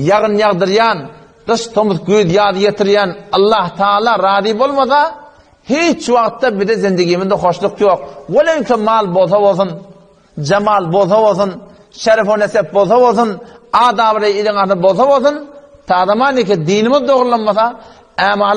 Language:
Turkmen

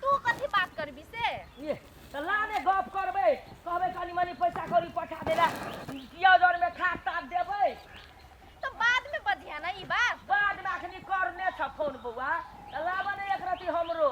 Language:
Maithili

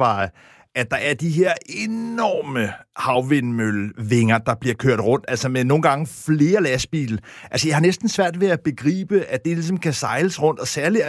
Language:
Danish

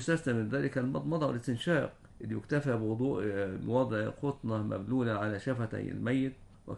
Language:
Arabic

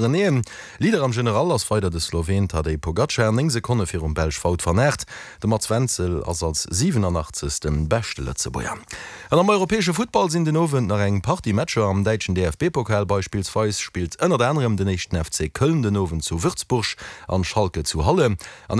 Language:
Luxembourgish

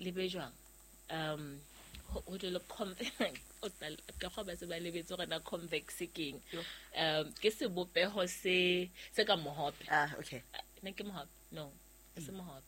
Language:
Southern Sotho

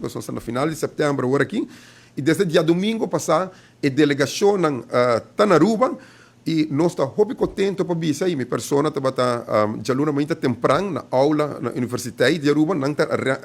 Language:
Papiamento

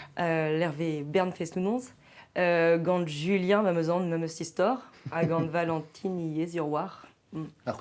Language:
Breton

